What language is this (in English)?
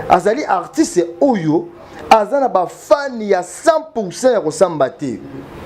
Lingala